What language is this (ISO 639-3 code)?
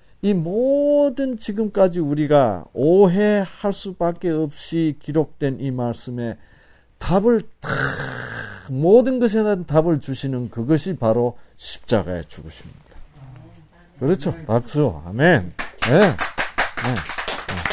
kor